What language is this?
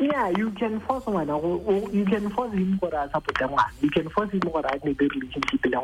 Tswana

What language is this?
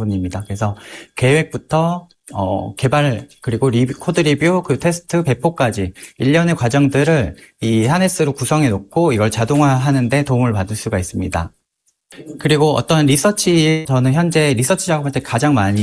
Korean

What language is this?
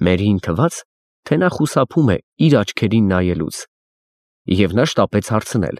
Armenian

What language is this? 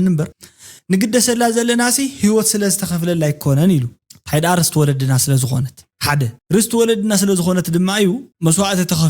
Tigrinya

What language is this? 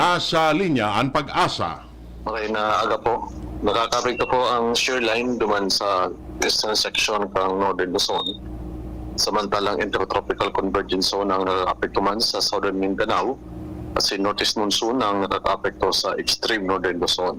Bikol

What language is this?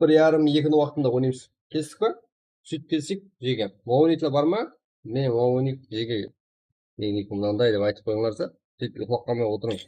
Kara-Kalpak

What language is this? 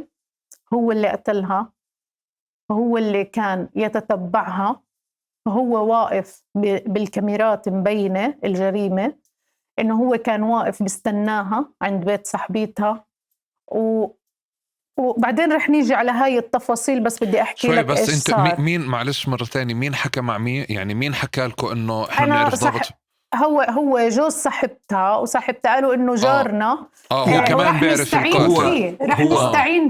North Levantine Arabic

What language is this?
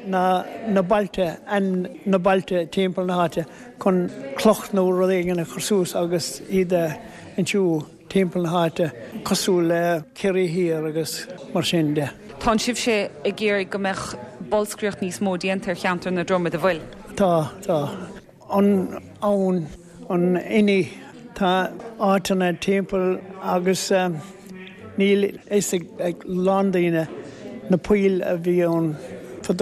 Irish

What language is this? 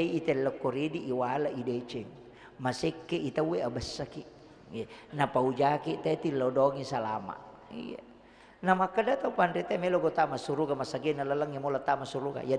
Buginese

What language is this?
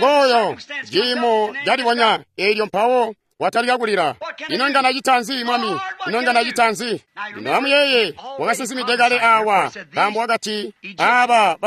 Tonga (Zambia)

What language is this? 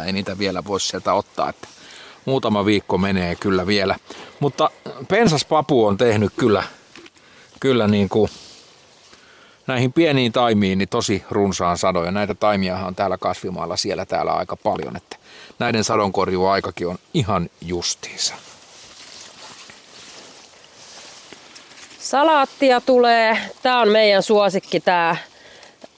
Finnish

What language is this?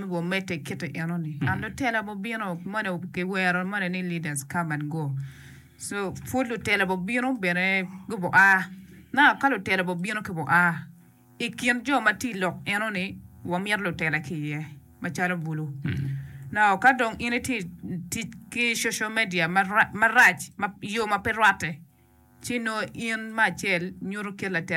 Acoli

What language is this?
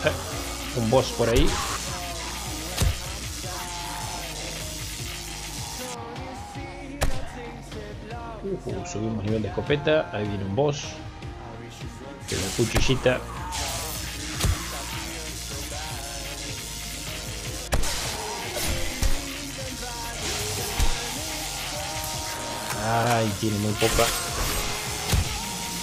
Spanish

